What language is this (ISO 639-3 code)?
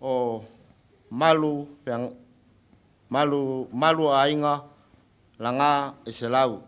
smo